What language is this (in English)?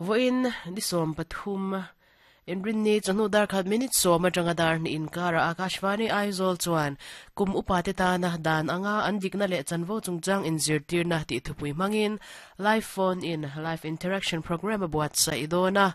Mizo